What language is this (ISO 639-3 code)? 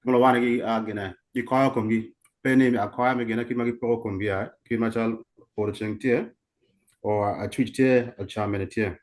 ach